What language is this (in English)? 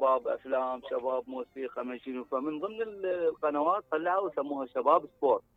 Mesopotamian Arabic